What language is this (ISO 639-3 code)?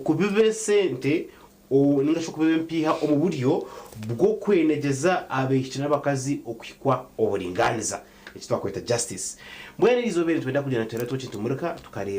nyn